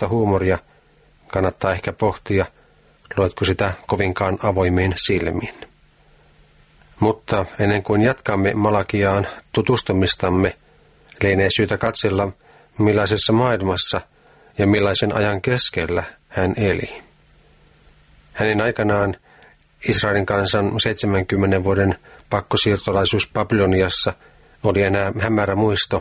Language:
Finnish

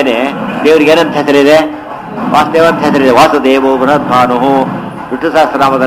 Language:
Kannada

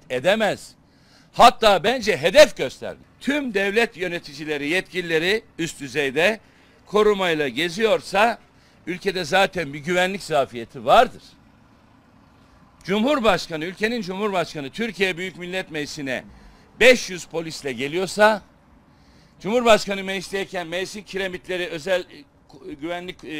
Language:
Turkish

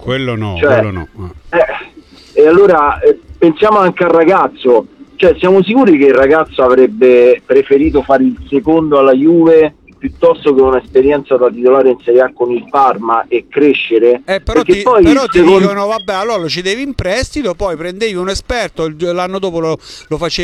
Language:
Italian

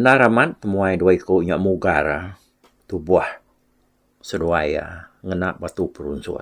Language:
Iban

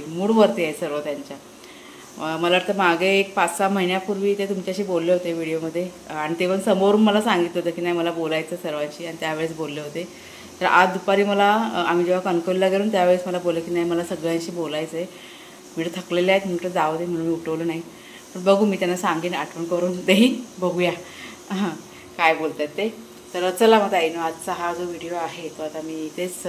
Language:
Marathi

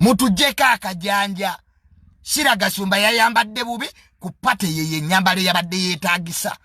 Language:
Ganda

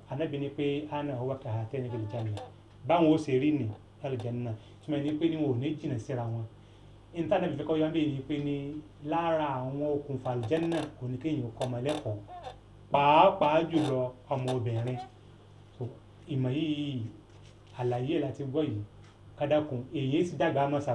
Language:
Yoruba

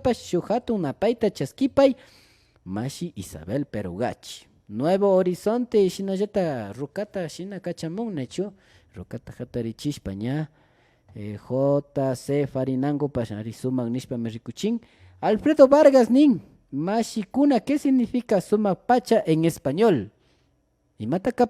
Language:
Imbabura Highland Quichua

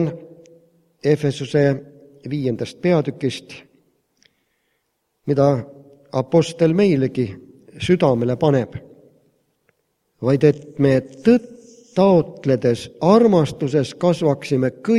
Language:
Estonian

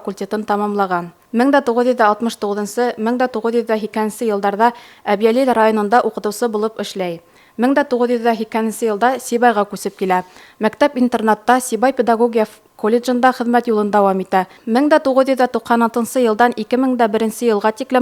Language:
Bashkir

